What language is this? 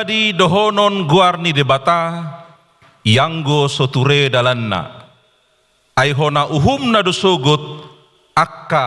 Batak Toba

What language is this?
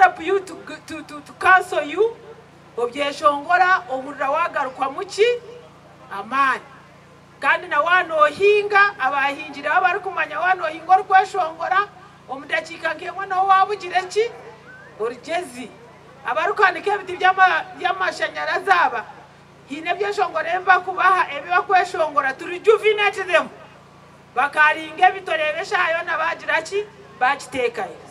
Nyankole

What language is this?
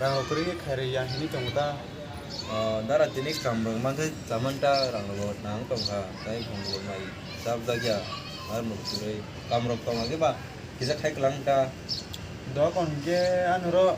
Kok Borok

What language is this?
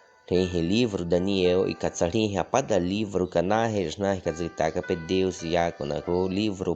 Baniwa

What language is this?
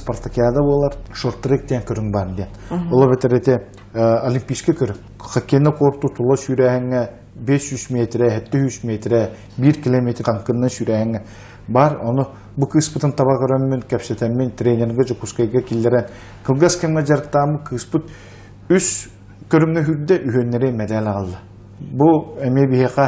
Yakut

